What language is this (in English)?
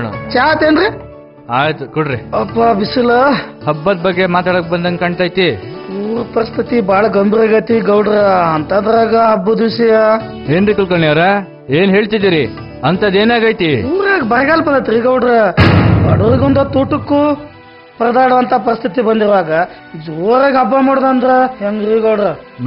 Kannada